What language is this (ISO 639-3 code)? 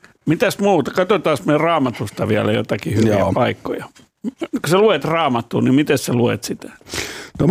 fin